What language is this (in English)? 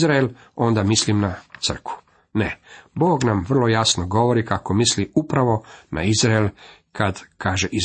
Croatian